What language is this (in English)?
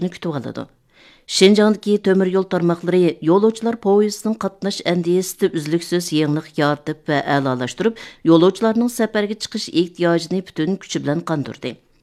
Uyghur